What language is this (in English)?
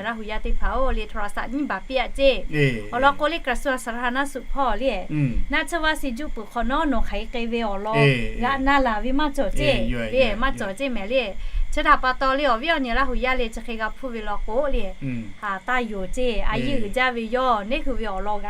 Lahu